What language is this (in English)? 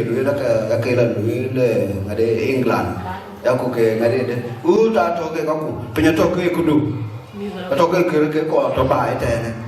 Dinka